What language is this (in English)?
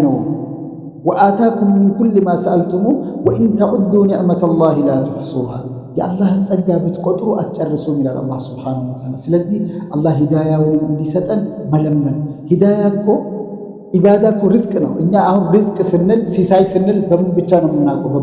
Amharic